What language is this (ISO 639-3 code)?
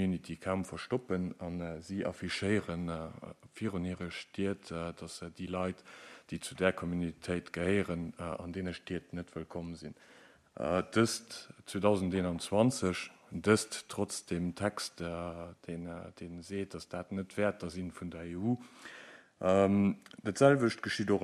ltz